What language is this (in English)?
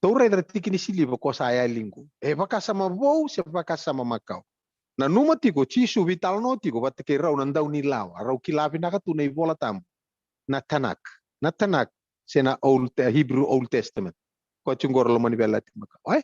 Fijian